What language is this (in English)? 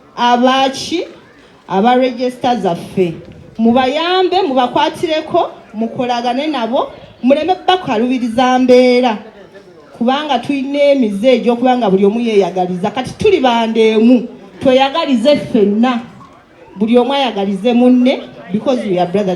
Ganda